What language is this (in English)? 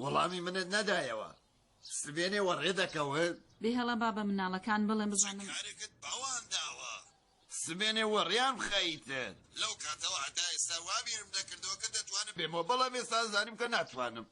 Central Kurdish